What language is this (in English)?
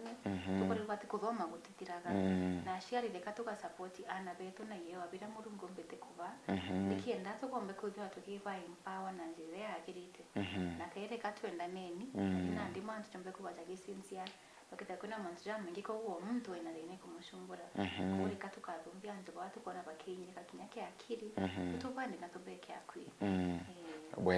Meru